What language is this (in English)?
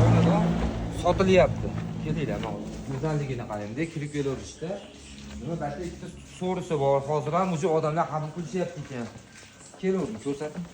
Uzbek